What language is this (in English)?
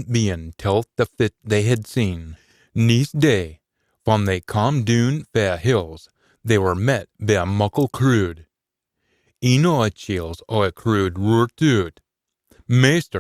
Scots